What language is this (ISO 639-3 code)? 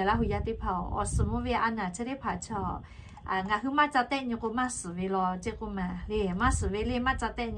lhu